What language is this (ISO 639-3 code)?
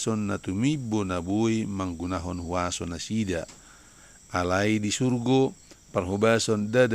bbc